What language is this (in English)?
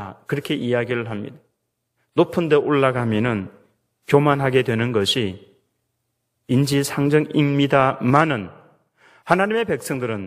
Korean